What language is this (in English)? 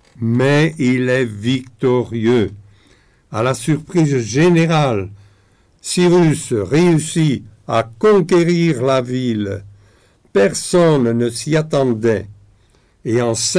French